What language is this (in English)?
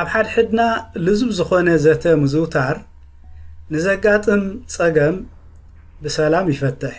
Tigrinya